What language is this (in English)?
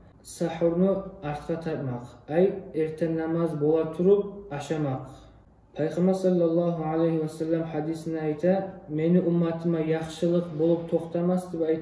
Kumyk